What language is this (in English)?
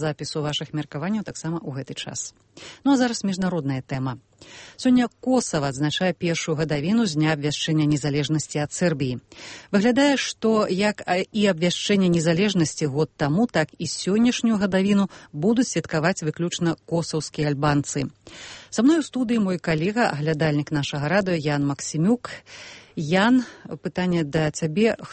Belarusian